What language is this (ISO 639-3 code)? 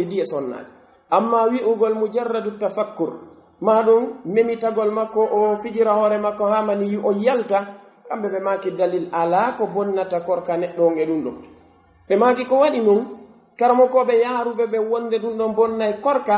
fuf